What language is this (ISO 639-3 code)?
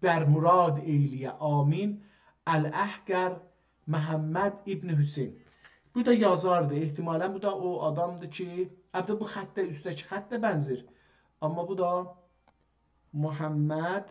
azb